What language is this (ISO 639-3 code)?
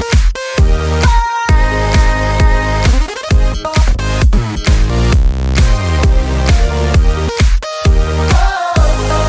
oss